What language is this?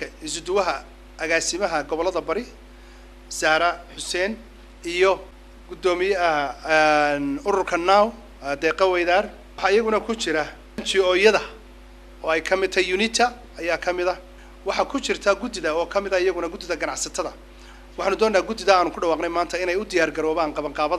Somali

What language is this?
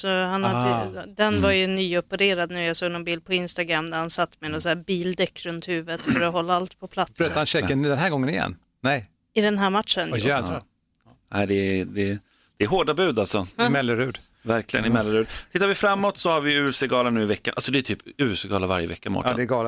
Swedish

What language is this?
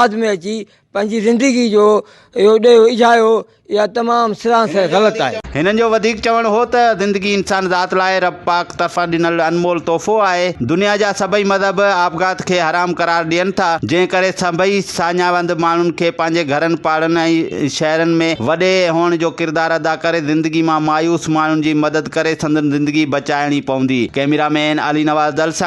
Sindhi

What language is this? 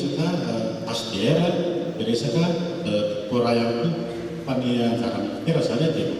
Malagasy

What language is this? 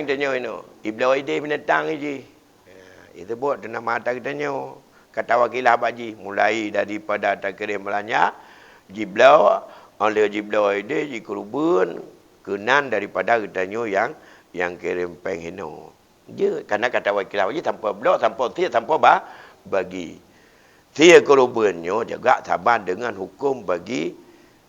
Achinese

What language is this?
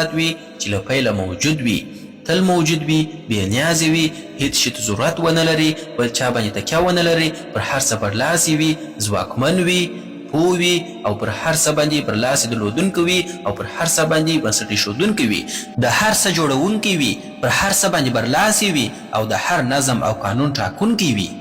Pashto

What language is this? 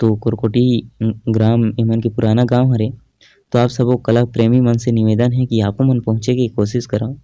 Chhattisgarhi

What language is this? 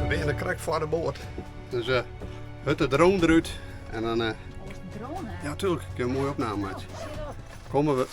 Western Frisian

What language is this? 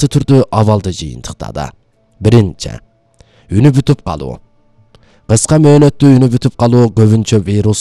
Kyrgyz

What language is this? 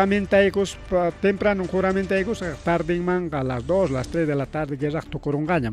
Ayacucho Quechua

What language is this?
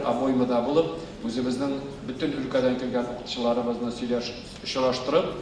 Tatar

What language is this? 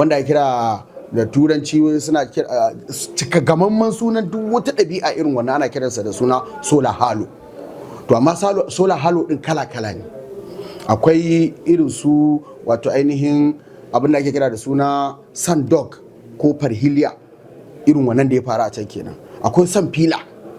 Hausa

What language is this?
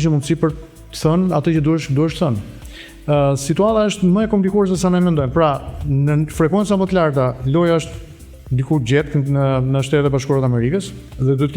Albanian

